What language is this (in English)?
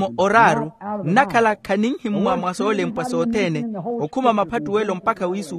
Makhuwa